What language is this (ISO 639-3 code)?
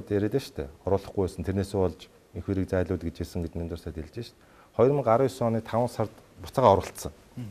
mon